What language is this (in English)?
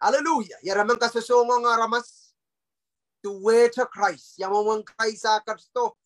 Pohnpeian